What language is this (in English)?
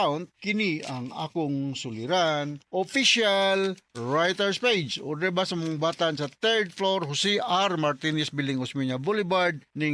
Cebuano